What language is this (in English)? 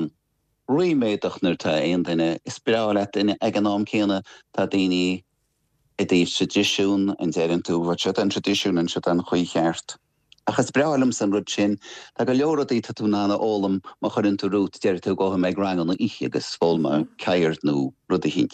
Irish